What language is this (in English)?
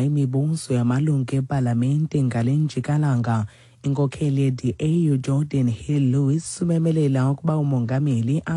Xhosa